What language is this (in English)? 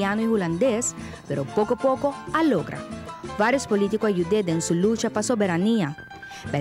Papiamento